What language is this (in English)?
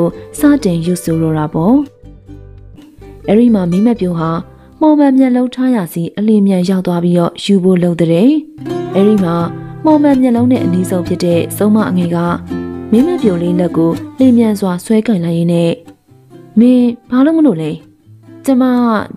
Burmese